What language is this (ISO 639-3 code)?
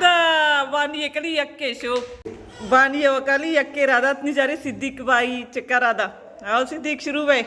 bal